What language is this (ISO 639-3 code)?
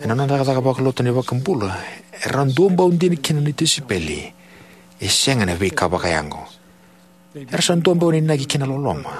fij